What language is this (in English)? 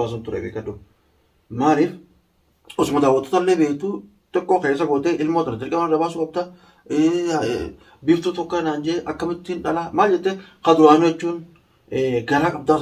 Oromo